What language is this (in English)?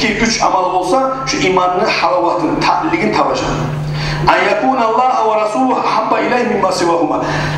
Kumyk